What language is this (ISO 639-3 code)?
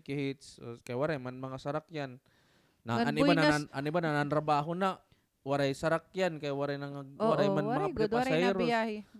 war